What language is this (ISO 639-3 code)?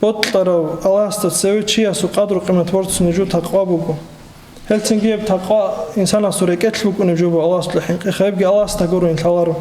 ava